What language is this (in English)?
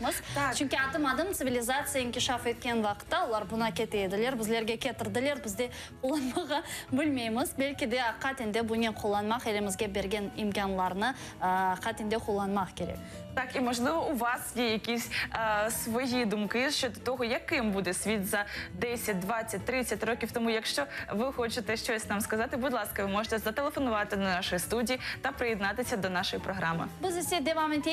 Crimean Tatar